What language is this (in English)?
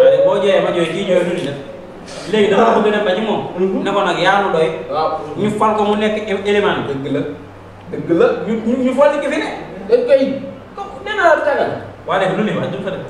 Wolof